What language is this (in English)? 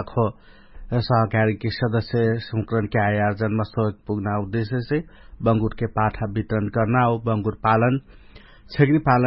Dangaura Tharu